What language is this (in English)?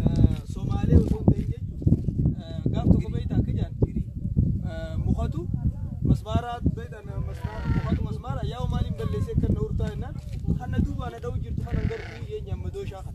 Oromo